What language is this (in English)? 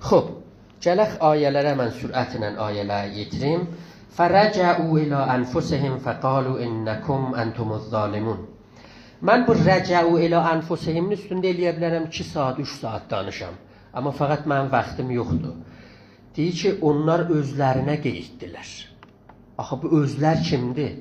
South Azerbaijani